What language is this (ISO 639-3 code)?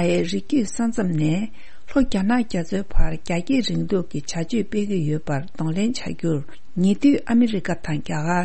bod